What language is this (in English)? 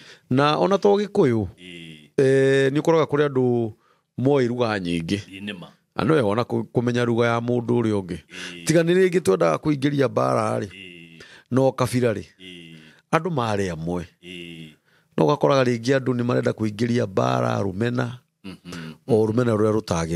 Kikuyu